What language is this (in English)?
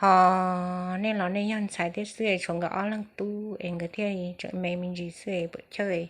Hmong